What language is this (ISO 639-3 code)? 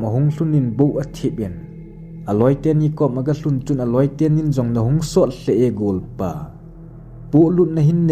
tcz